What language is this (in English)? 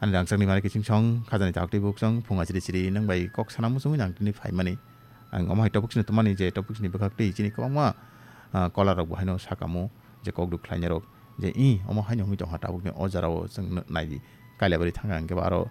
Kok Borok